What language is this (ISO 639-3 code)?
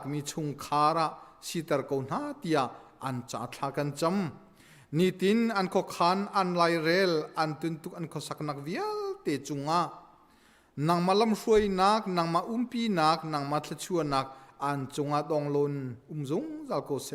cnh